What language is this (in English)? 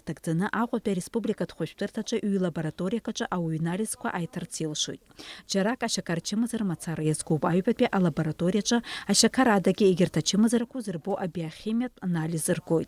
Abkhazian